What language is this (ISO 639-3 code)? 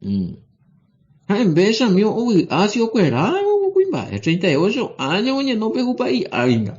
grn